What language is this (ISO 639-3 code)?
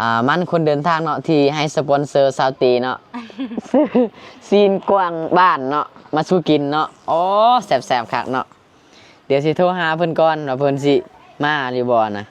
lao